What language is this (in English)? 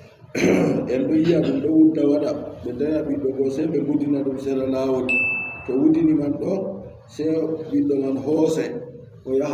Adamawa Fulfulde